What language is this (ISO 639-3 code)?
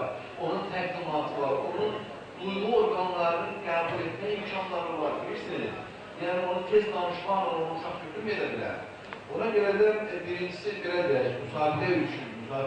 aze